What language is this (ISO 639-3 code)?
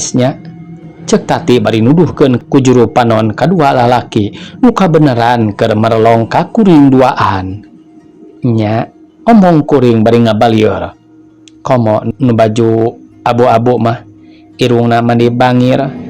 sun